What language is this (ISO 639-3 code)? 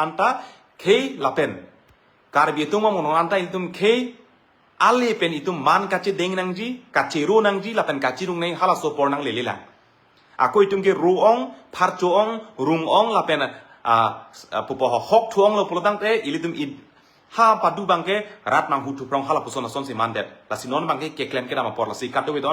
mjw